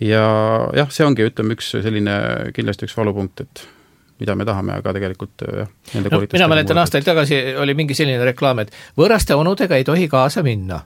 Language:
Estonian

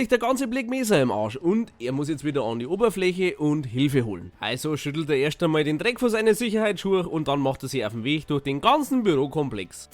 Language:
Bavarian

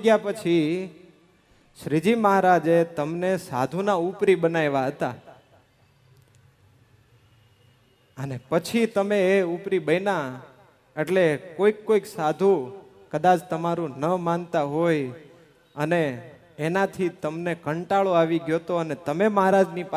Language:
Gujarati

